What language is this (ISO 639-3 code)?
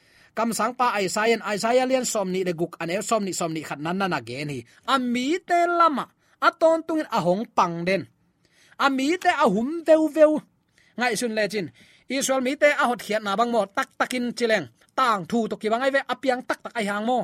ctd